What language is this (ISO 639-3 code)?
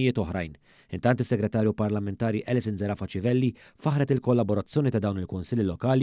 mlt